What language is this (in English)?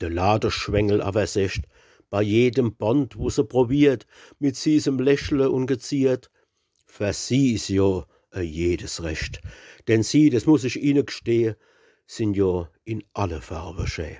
Palatine German